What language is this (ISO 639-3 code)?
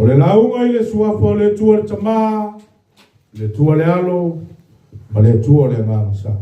smo